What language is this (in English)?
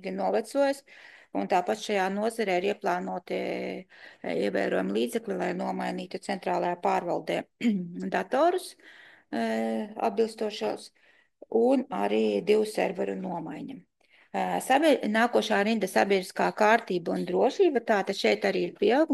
Latvian